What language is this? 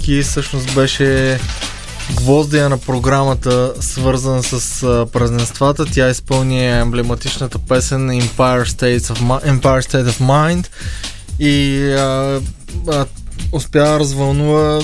Bulgarian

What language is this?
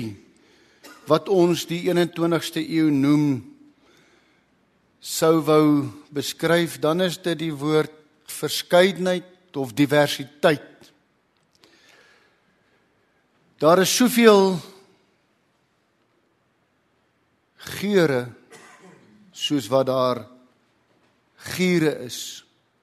Afrikaans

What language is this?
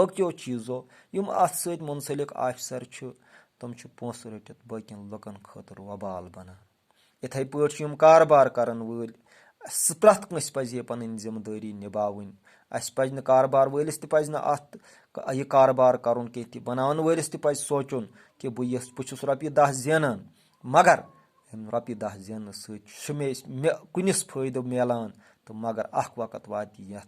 Kashmiri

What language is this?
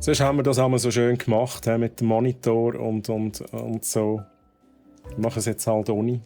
Swiss German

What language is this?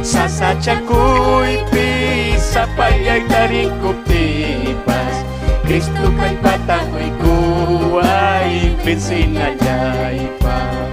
Ayacucho Quechua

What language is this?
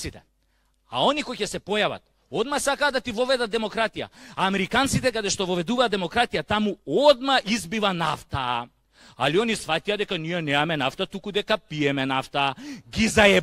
Macedonian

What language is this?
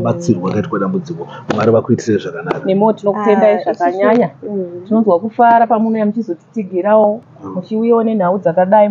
Shona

